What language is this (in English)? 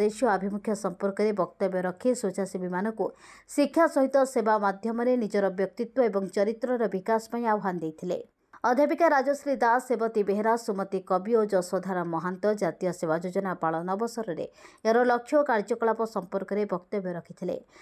Odia